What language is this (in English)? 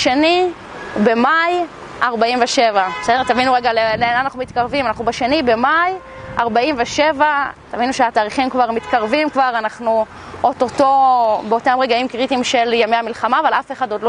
Hebrew